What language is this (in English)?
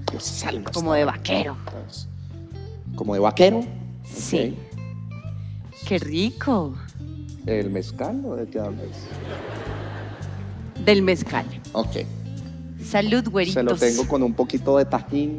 Spanish